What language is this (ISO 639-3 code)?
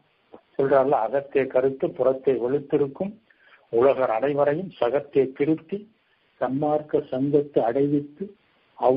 tam